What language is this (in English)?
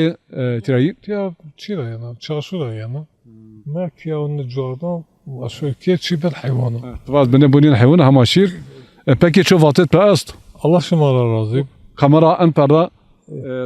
Zaza